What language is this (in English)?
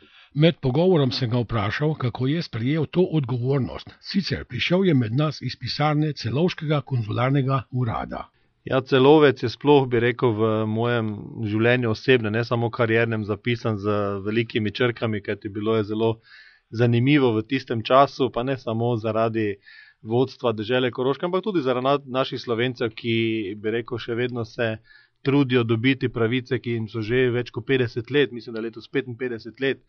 Slovenian